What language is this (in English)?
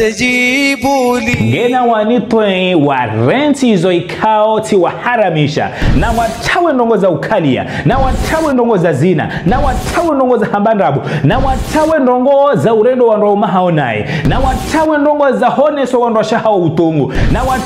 Ngazidja Comorian